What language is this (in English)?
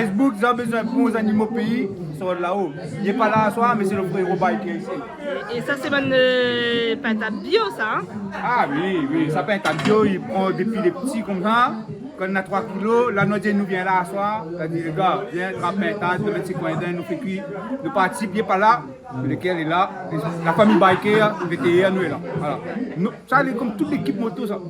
Réunion Creole French